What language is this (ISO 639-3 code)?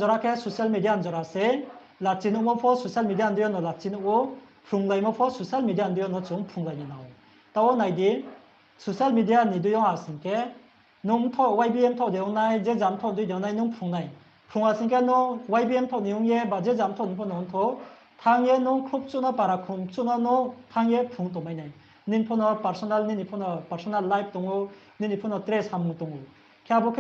ria